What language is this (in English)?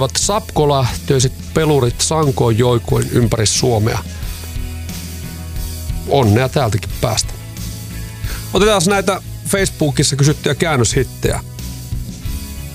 Finnish